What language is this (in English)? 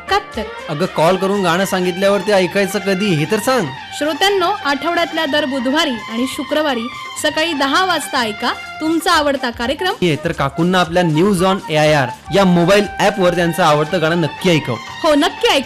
Marathi